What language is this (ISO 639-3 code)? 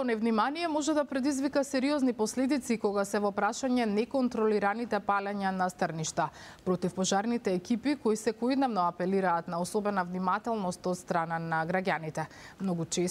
mkd